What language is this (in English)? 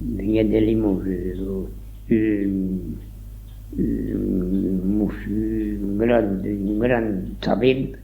Occitan